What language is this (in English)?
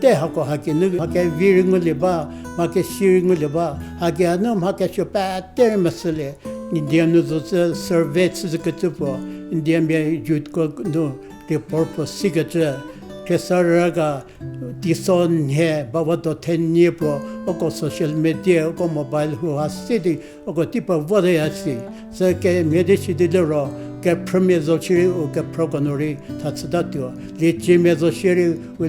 Angami Naga